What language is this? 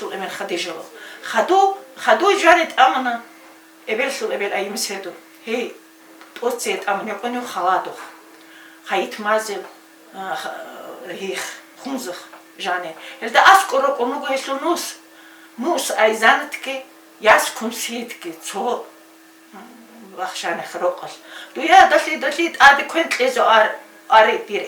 Avaric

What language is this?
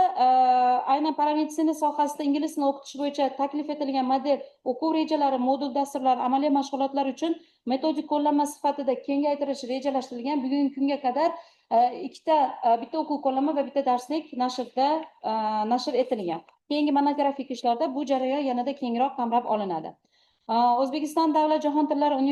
Uzbek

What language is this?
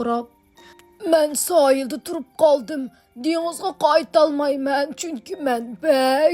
Uyghur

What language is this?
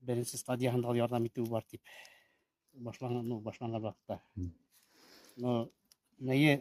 Bashkir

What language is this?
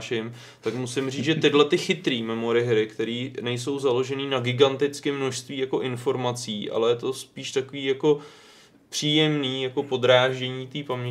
Czech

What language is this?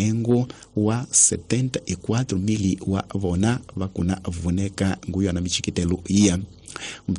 Tsonga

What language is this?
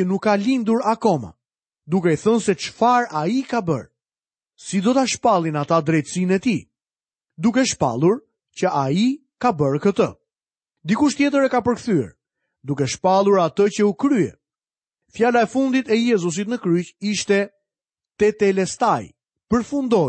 Albanian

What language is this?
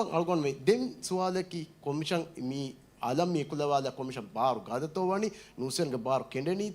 Divehi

